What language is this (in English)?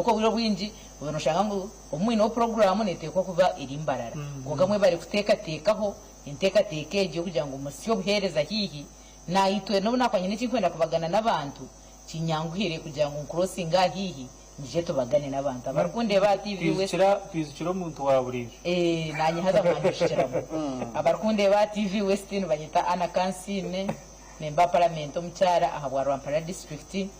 Nyankole